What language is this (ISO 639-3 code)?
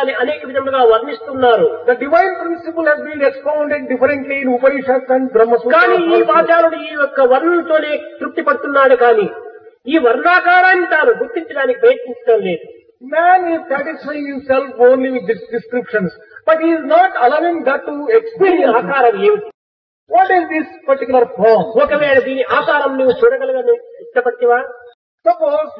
tel